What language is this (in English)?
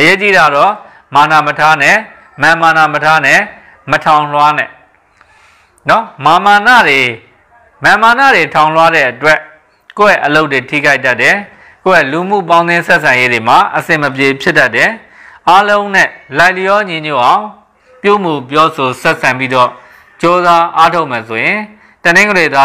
Burmese